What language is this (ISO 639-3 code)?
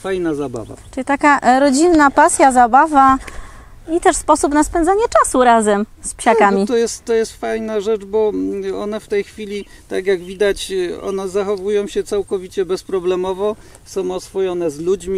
pol